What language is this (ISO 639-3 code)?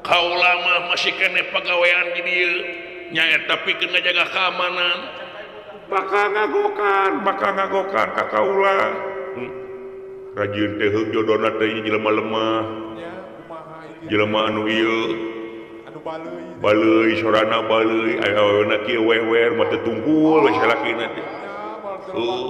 sun